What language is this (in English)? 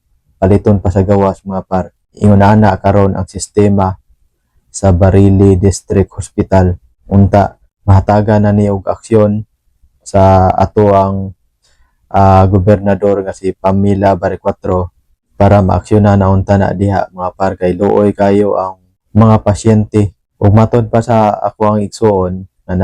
Cebuano